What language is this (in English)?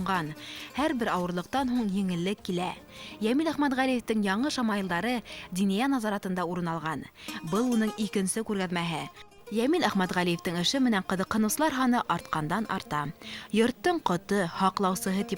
Bashkir